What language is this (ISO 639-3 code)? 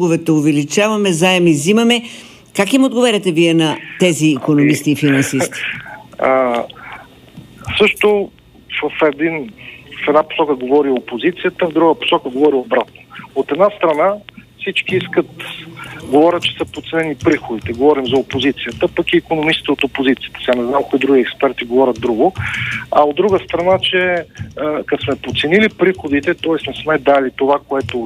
bul